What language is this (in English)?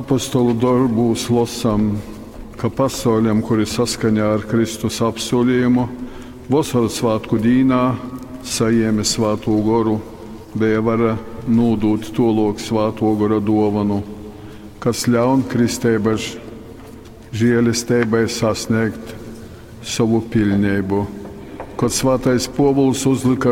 Latgalian